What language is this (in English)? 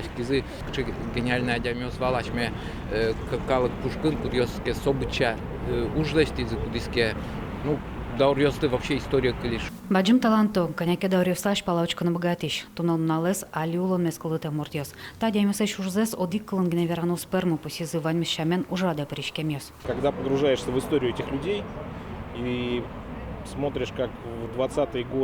Udmurt